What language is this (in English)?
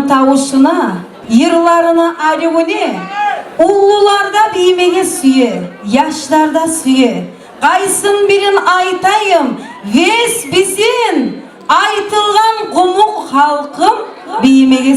Kumyk